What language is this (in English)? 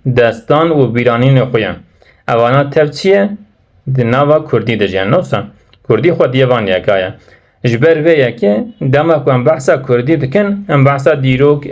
Kurdish